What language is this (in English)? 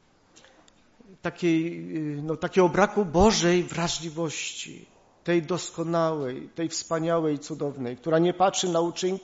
Polish